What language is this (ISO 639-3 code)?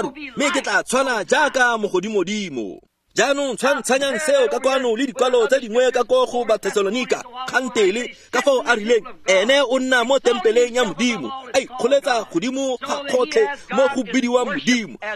tsn